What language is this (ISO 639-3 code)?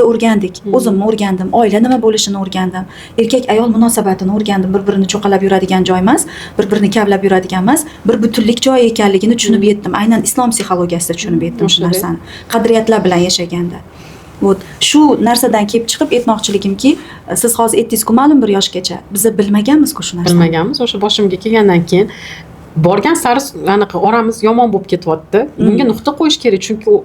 uzb